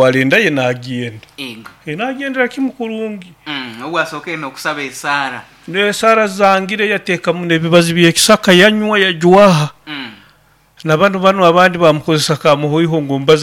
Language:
Nyoro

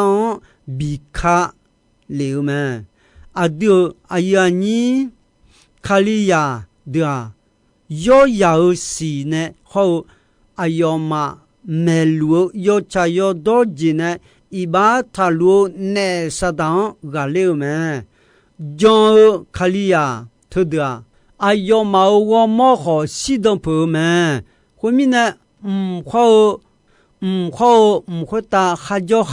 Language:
Akha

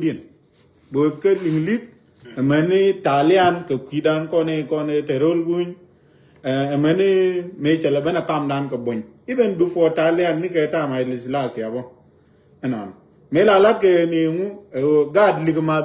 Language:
Nuer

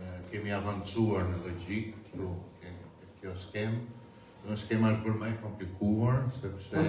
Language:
Albanian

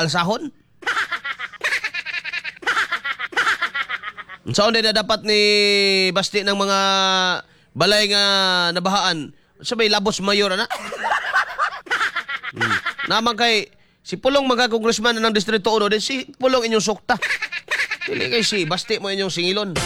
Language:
Cebuano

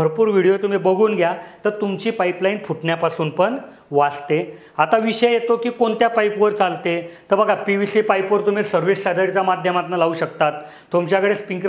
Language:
Marathi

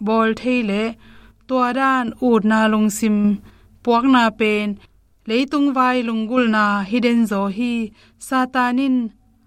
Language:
Tedim Chin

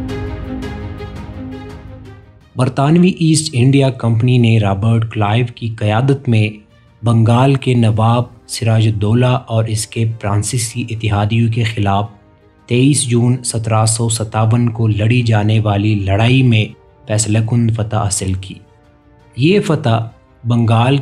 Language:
Urdu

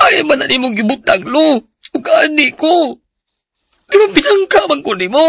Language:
Cebuano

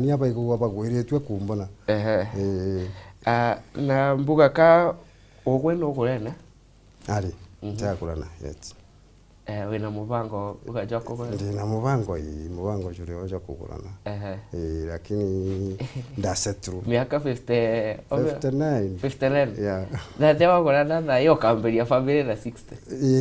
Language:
Meru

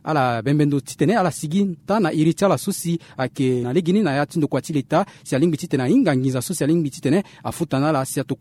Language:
Sango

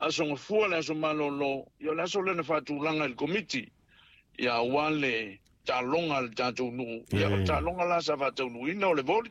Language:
Samoan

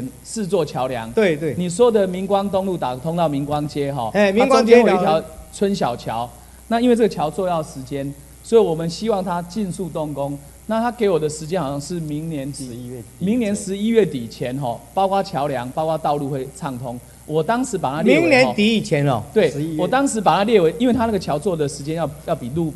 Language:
Chinese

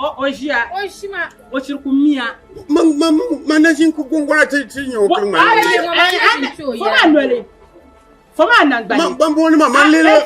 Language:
Dagbani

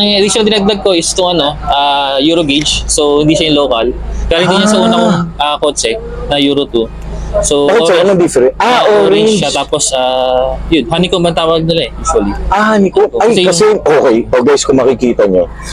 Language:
Filipino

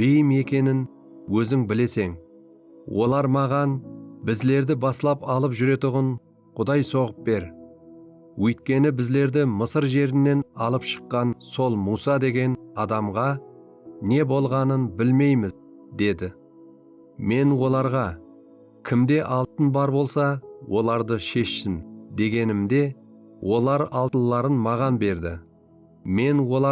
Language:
Kara-Kalpak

